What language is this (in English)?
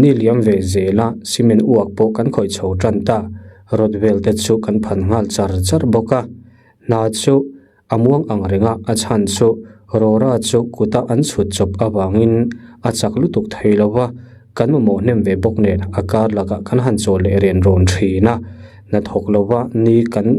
Mizo